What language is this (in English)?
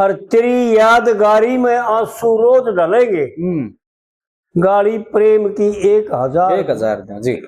Haryanvi